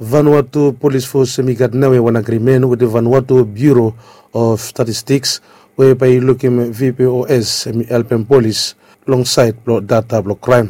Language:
Bislama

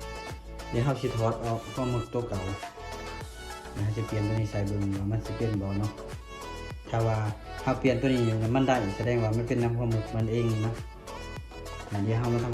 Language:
Lao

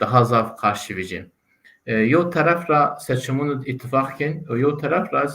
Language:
Zaza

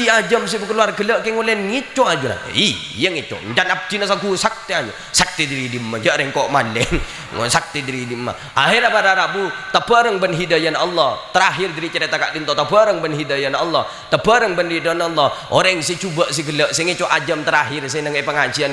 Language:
Madurese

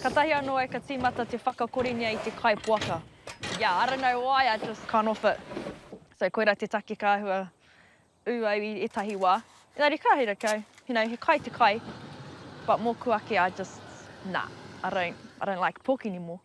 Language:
Māori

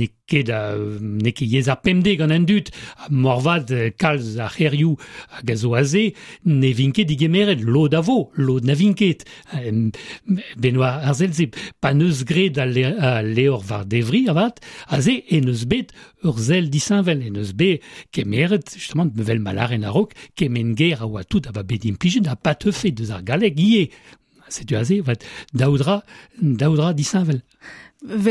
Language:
Breton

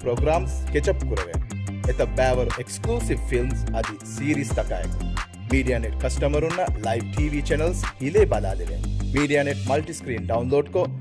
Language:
Divehi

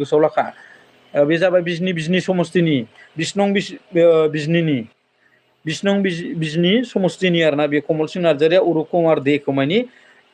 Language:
Bodo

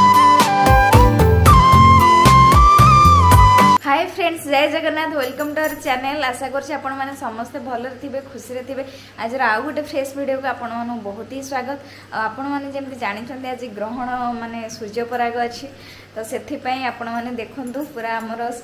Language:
Odia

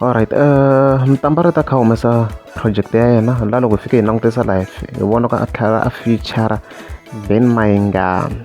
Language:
Tsonga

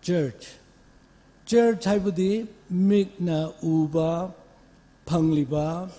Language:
Tangkhul Naga (India)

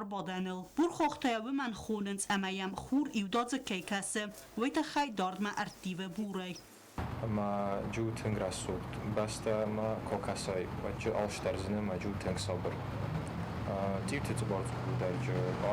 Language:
Ossetic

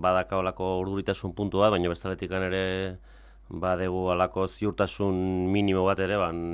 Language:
Basque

